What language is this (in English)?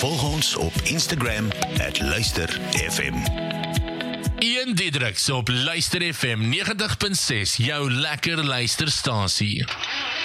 Afrikaans